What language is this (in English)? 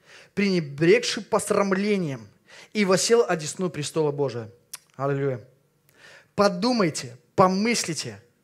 Russian